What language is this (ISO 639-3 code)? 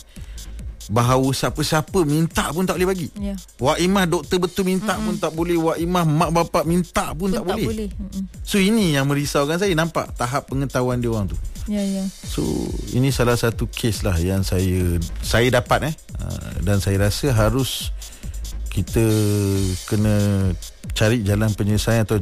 msa